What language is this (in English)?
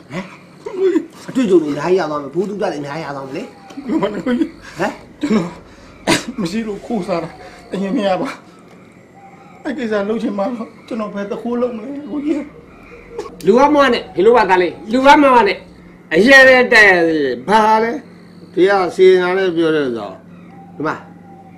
Burmese